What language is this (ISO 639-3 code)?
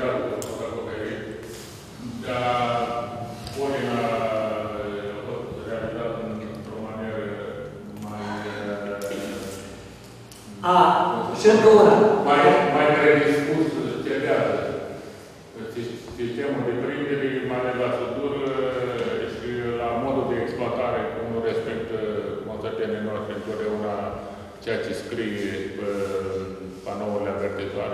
ron